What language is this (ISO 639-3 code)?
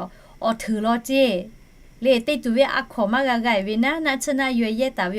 lhu